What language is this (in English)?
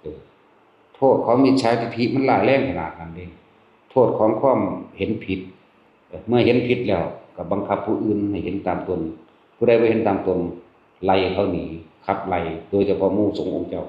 Northeastern Thai